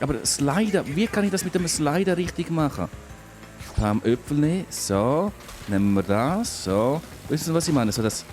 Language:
Swiss German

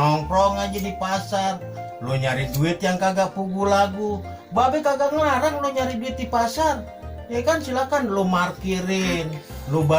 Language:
Betawi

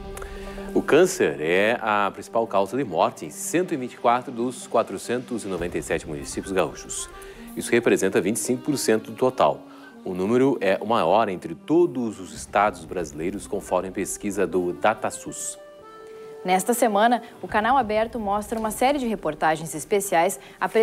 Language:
Portuguese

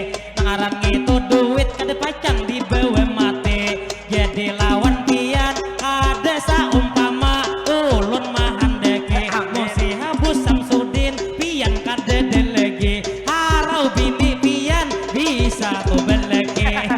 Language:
Banjar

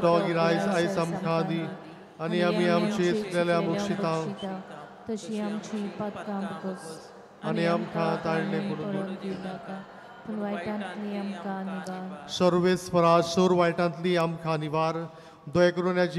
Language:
Konkani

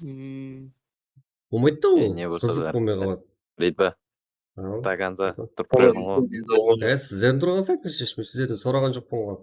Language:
Kara-Kalpak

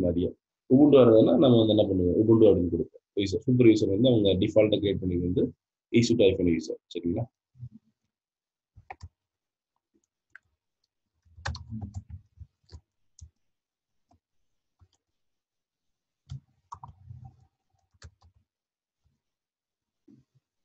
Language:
Tamil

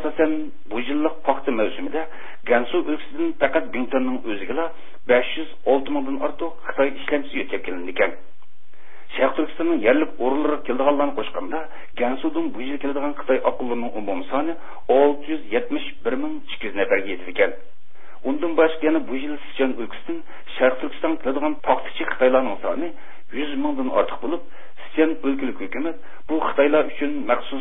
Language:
Uyghur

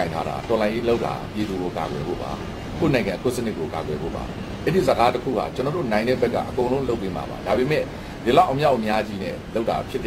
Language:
Burmese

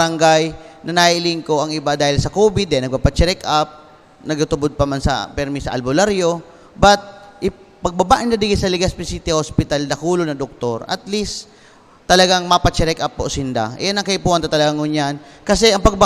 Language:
Bikol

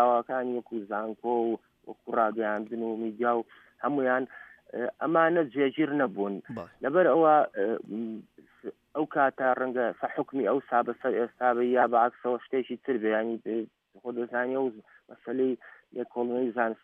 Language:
Central Kurdish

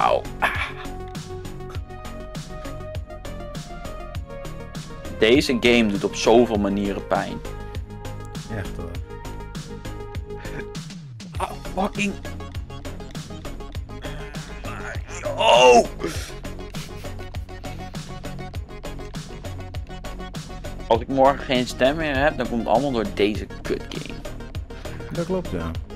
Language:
Dutch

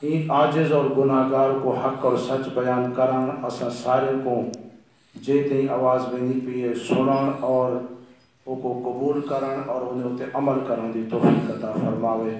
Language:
Saraiki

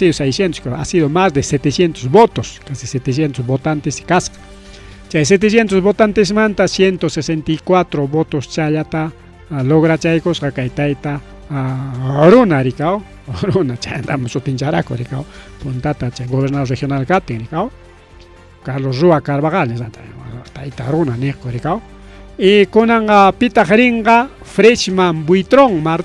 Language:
Ayacucho Quechua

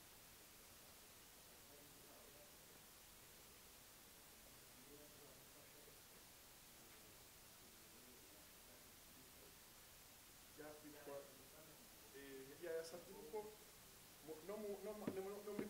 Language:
Kinyarwanda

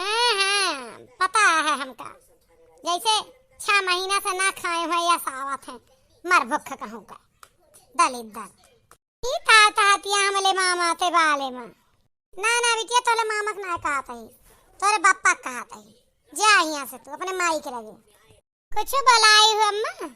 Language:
Awadhi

